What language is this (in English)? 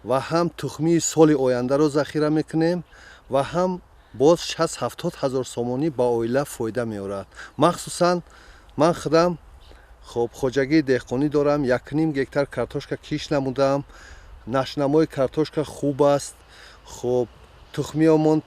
Tajik